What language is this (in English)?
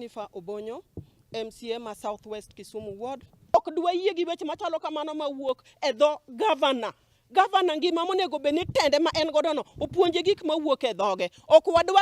Luo (Kenya and Tanzania)